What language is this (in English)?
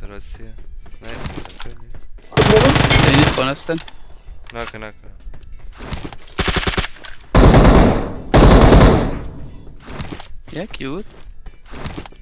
Persian